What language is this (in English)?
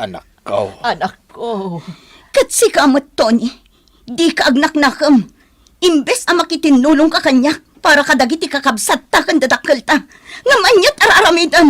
Iloko